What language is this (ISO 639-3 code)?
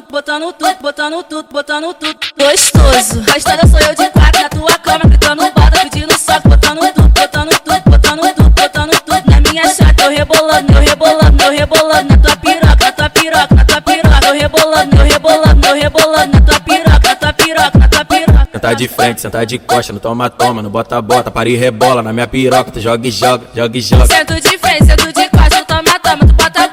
por